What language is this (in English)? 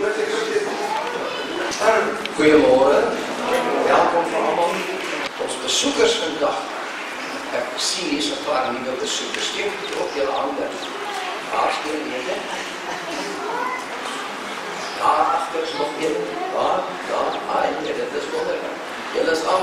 Afrikaans